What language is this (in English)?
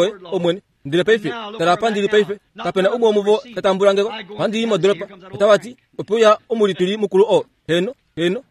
Kuanyama